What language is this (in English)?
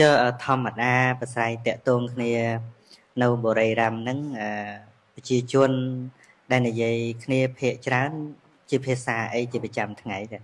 Khmer